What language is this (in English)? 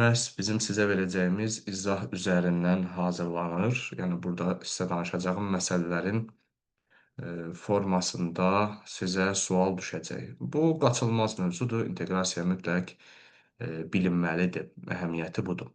Azerbaijani